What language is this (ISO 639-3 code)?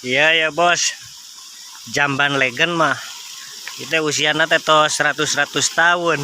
sun